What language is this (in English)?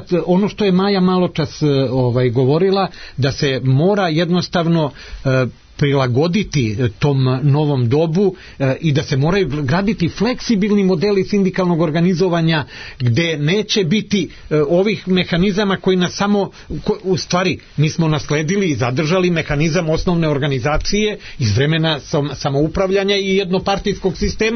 Serbian